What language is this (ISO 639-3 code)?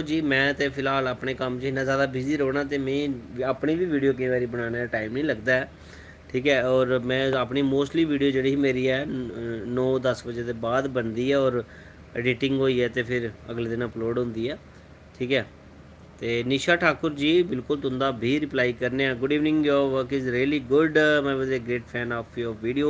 doi